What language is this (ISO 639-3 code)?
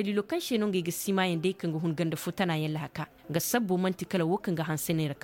ses